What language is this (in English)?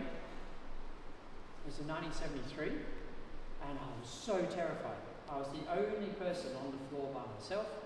English